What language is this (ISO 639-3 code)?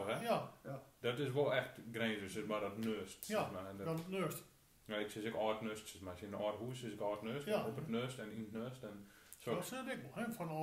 gos